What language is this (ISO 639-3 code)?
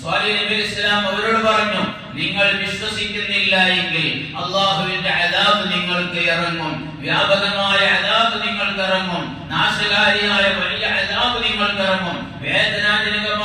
mal